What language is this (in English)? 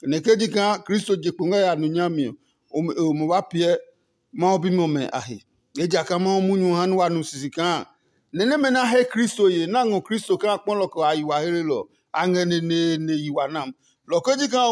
Adangme